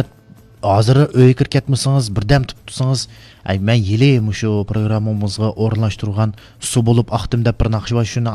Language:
Uyghur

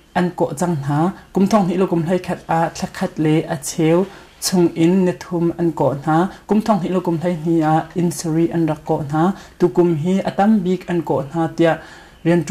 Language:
Hakha Chin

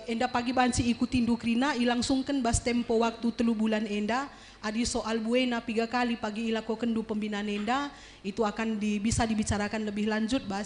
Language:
Batak Karo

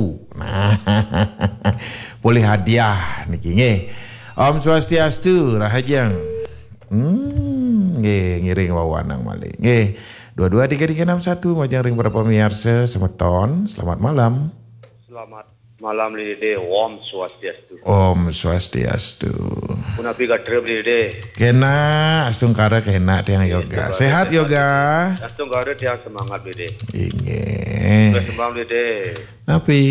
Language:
Balinese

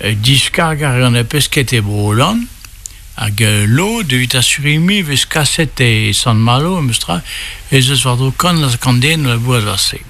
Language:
Breton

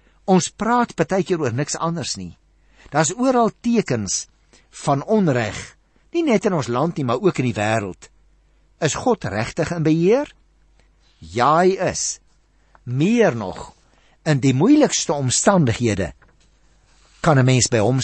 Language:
Afrikaans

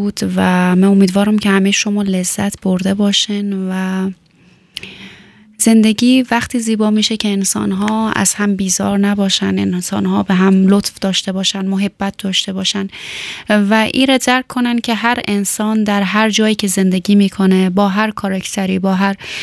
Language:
Persian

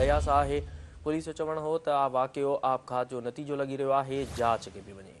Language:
Sindhi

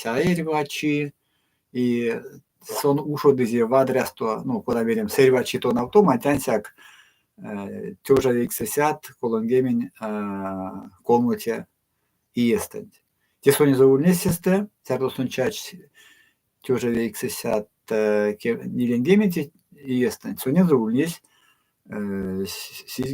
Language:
Erzya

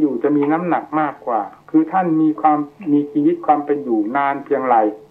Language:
Thai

